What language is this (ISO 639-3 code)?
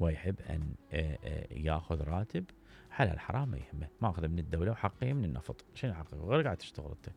acm